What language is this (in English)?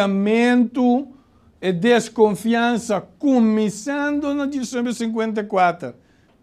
Papiamento